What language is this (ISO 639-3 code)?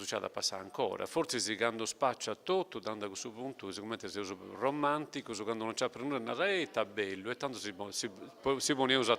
srd